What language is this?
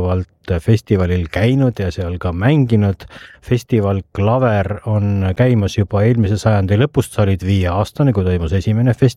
Estonian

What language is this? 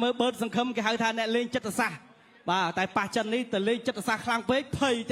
Khmer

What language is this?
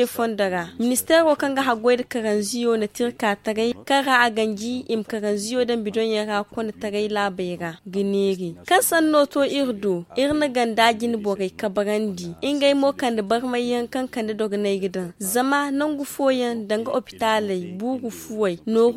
Zarma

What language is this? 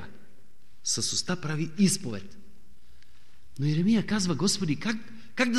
Bulgarian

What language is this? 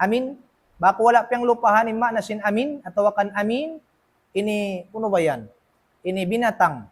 Tausug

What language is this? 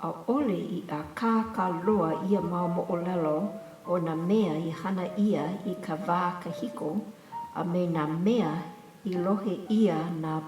Hawaiian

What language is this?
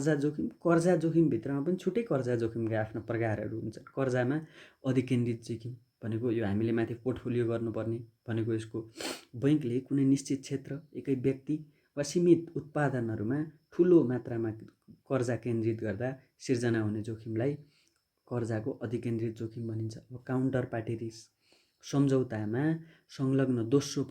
Nepali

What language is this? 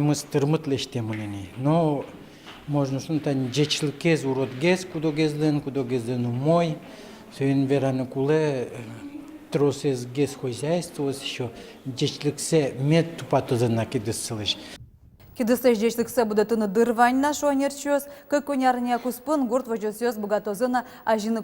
Udmurt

